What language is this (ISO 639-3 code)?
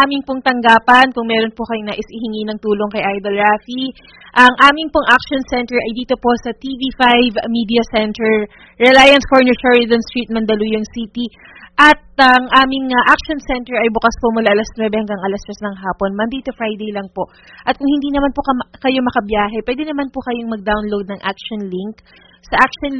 fil